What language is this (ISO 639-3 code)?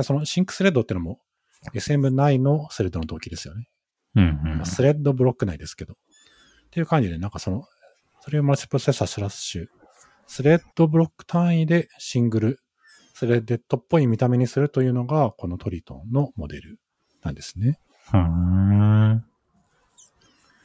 jpn